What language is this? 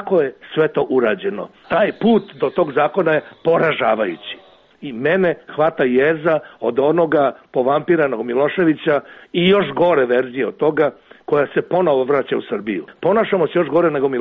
Serbian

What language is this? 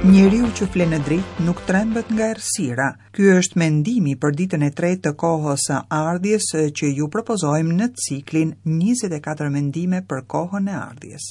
Albanian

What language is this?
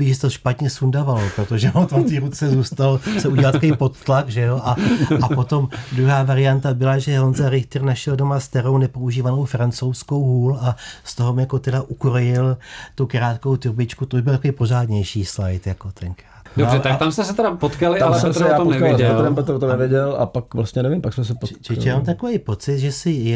Czech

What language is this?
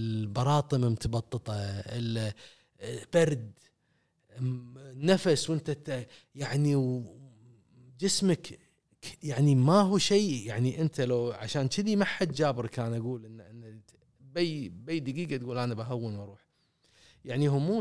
Gulf Arabic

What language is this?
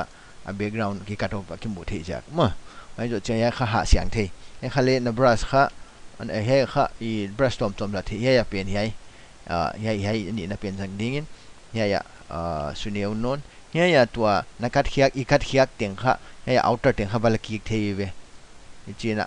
Paite Chin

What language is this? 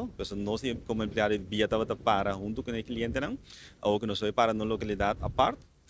Papiamento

